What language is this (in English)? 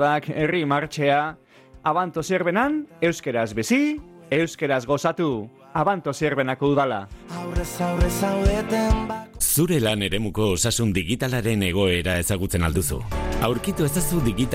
Basque